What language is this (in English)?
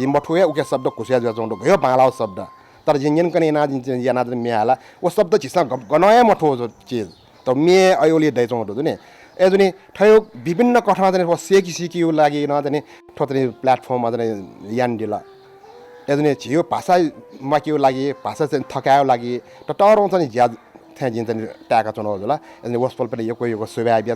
Newari